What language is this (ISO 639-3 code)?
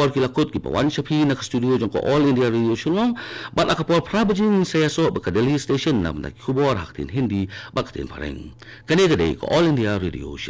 kha